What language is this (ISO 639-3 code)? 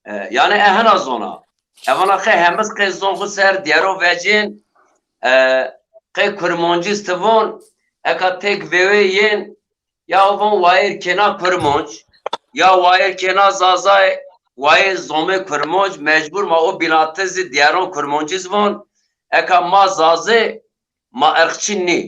zza